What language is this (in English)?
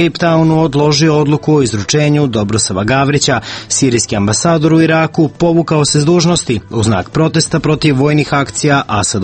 Serbian